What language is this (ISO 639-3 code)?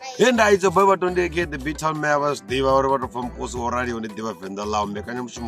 ven